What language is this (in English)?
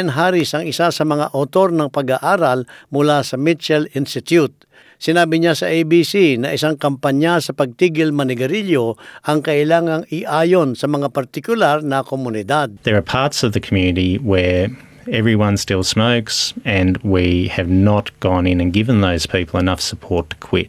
Filipino